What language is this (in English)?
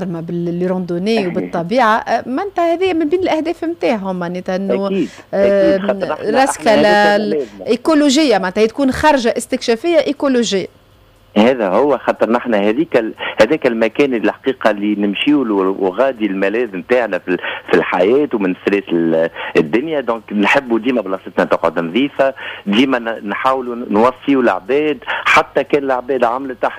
Tunisian Arabic